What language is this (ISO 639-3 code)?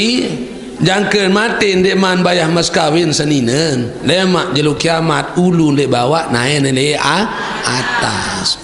sas